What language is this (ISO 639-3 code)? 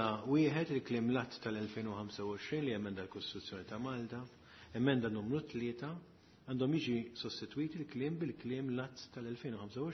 mlt